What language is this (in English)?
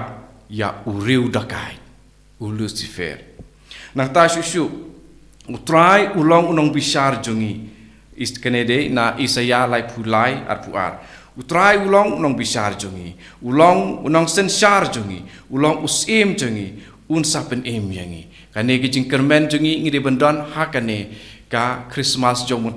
Khasi